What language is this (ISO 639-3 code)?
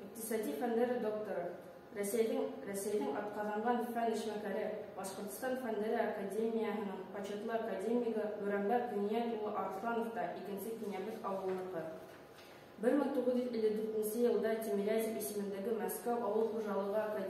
bak